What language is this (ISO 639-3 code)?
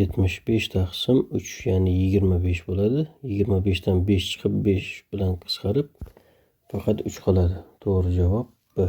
uzb